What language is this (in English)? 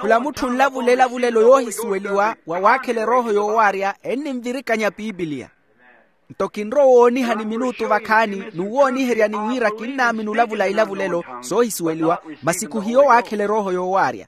Makhuwa